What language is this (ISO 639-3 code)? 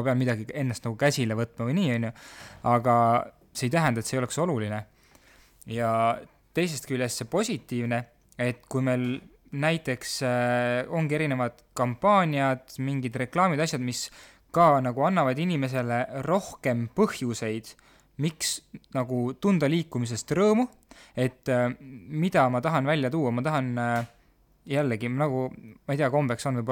est